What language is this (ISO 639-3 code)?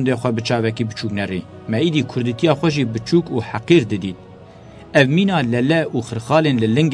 kur